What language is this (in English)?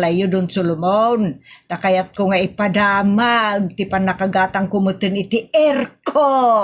Iloko